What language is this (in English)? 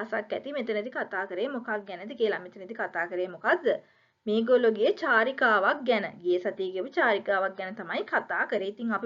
Sinhala